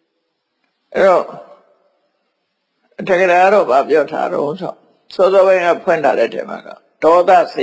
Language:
Burmese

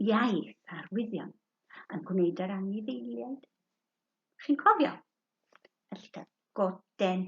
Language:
Welsh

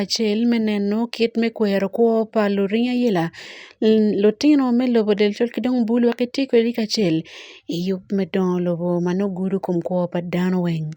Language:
Acoli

